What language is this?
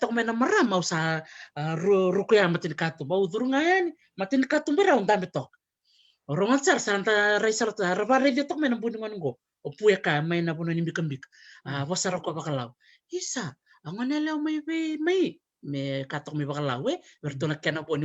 Fijian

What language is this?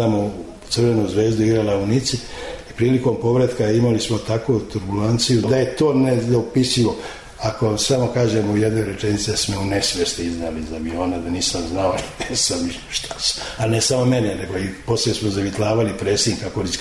Serbian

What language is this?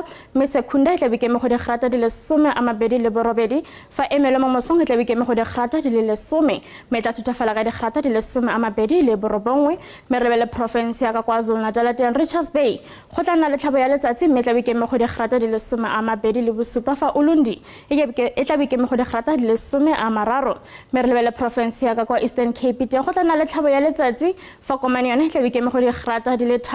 Tswana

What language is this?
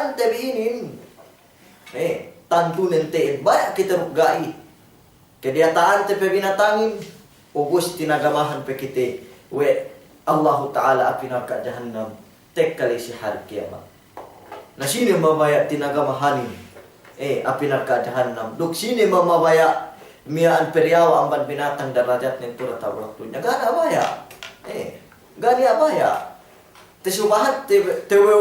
Yakan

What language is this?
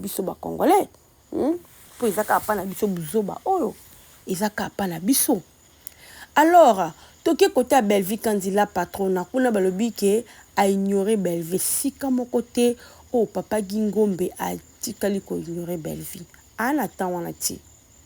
Lingala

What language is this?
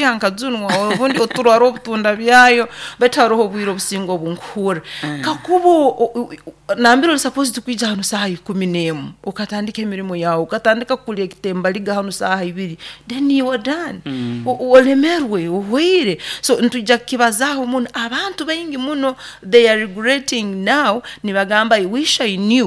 Nyoro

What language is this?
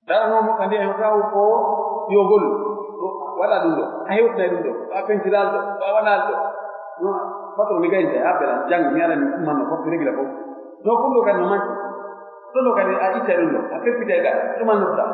Pular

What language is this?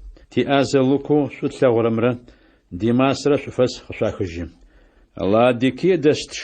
Adyghe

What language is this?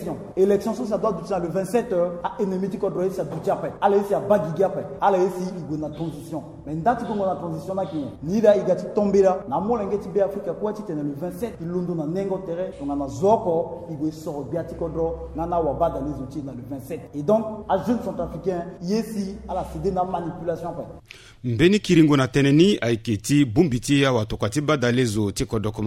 Sango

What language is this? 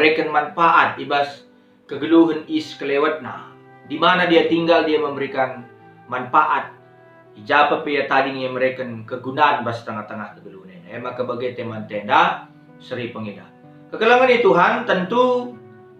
Batak Karo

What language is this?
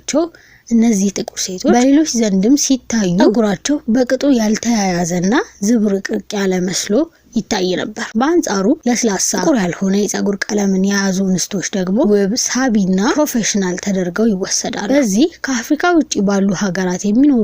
Amharic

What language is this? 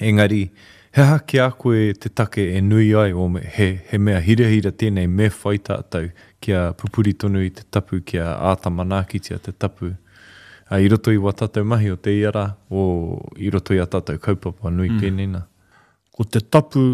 Māori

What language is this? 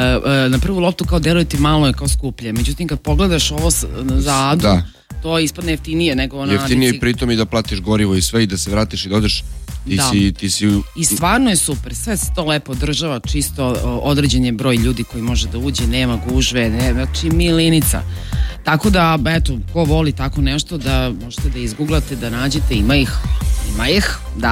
Serbian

